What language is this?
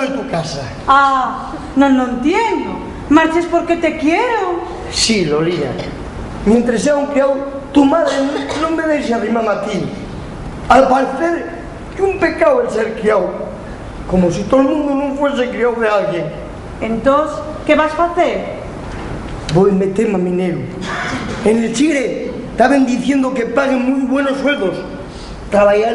Asturian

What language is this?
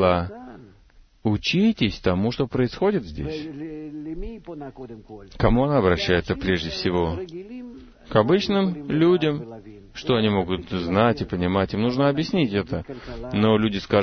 Russian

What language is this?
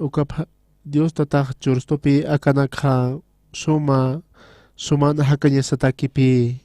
Aymara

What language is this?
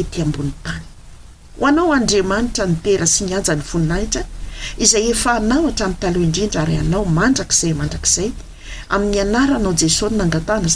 Malagasy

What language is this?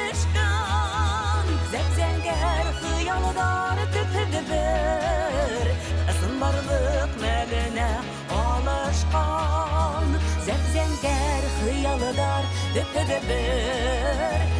Bashkir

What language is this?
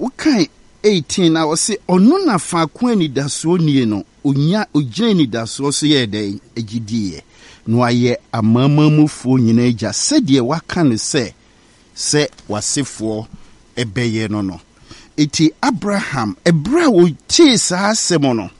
Akan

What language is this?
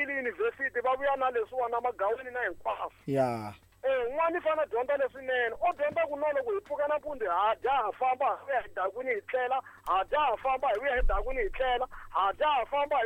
Tsonga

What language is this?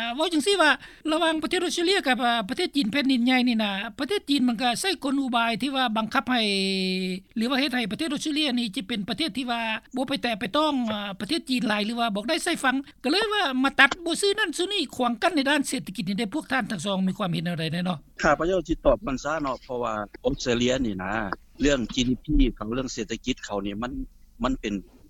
Lao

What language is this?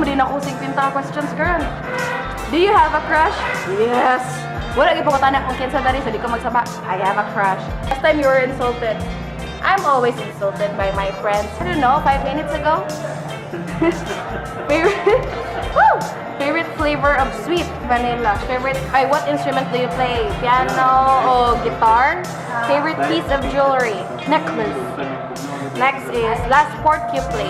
Cebuano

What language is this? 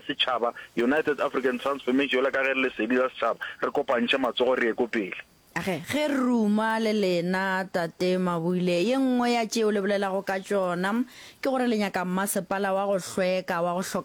Northern Sotho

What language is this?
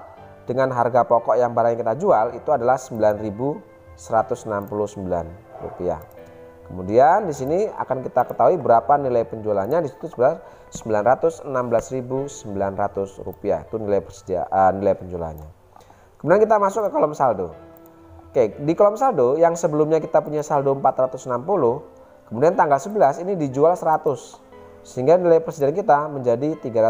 Indonesian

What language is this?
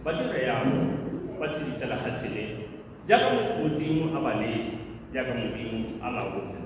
Tswana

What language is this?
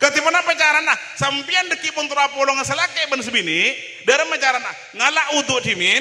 Madurese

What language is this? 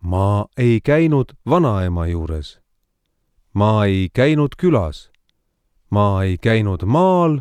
Estonian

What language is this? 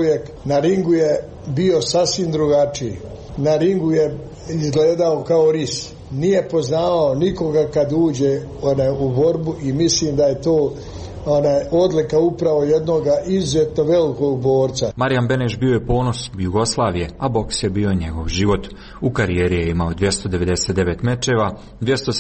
Croatian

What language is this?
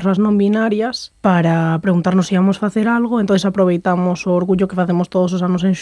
Galician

